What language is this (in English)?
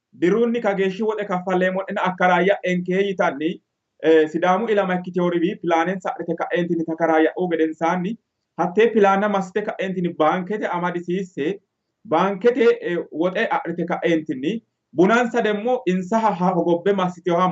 Sidamo